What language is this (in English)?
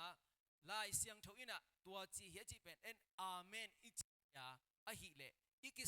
Tedim Chin